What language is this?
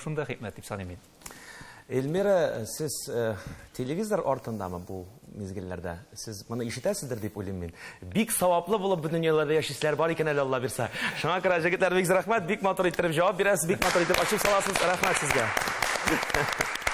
Tatar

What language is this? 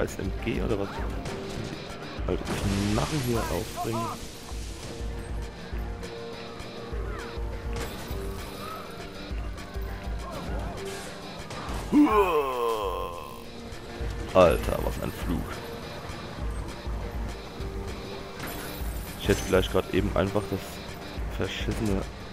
German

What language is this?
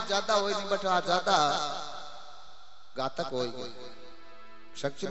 Bhojpuri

